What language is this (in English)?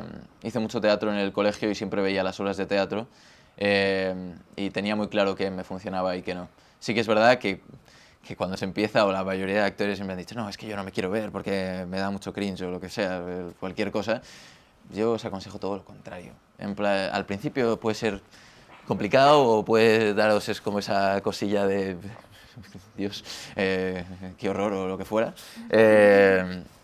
Spanish